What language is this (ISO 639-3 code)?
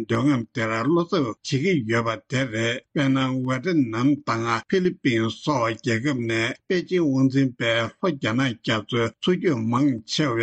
bod